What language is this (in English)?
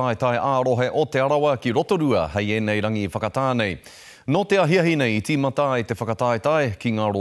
Māori